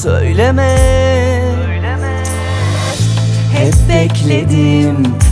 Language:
Turkish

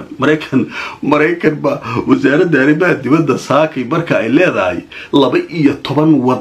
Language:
Somali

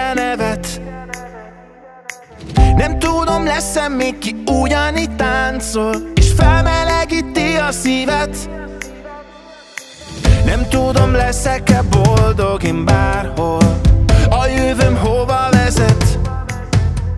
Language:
Hungarian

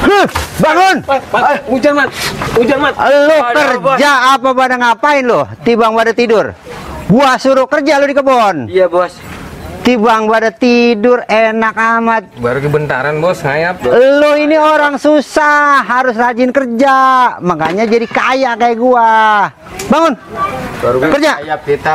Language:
Betawi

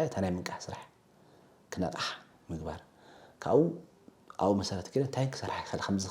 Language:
Tigrinya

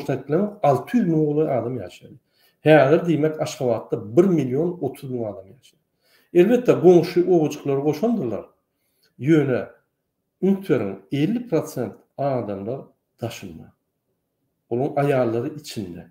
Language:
Turkmen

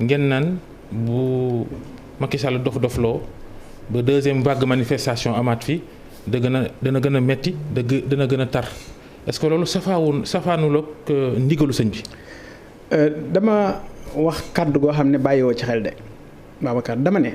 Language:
Wolof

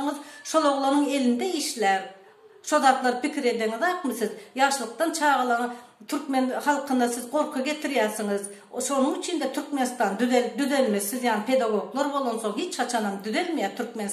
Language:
Turkmen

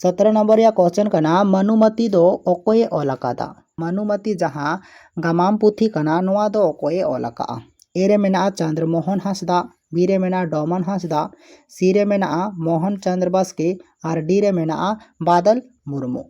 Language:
Santali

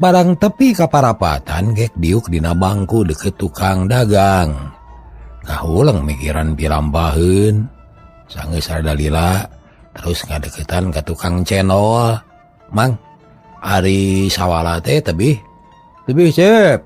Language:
Sundanese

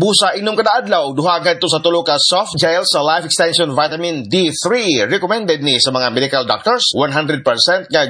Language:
Cebuano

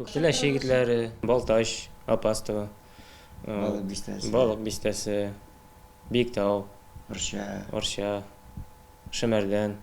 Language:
Tatar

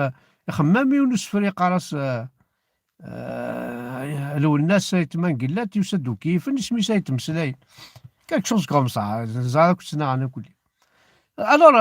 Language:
Kabyle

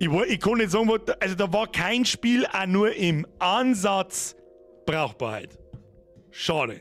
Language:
Bavarian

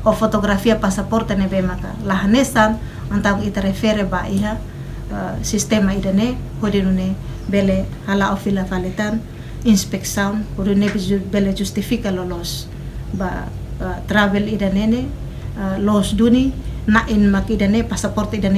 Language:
Tetum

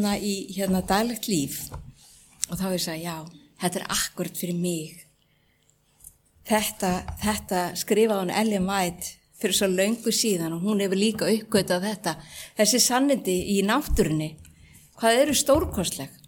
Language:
Icelandic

